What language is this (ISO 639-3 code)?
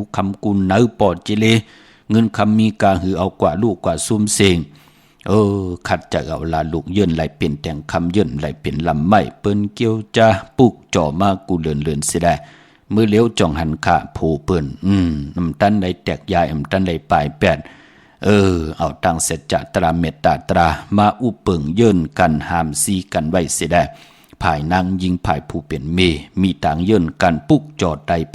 shn